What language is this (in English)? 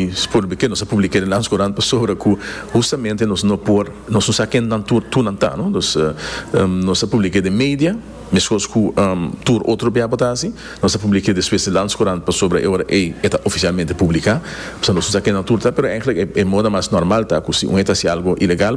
Papiamento